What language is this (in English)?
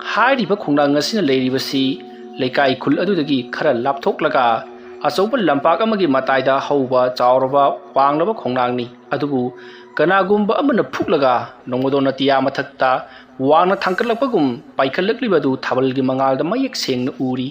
Manipuri